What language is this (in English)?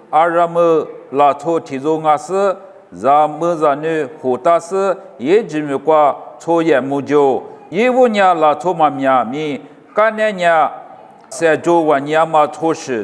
Lisu